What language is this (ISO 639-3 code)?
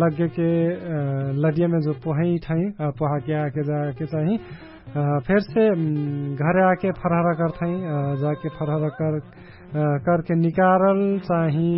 thl